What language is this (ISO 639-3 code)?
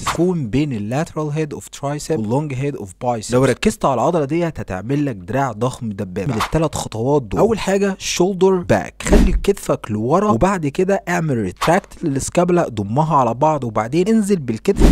arz